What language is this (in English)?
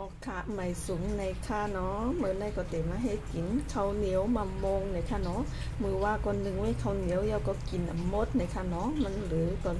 Shan